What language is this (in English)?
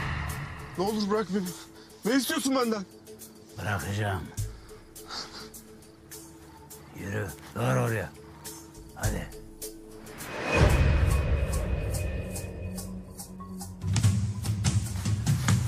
Turkish